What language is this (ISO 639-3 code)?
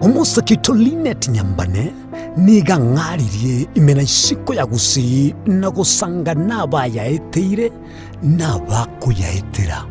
guz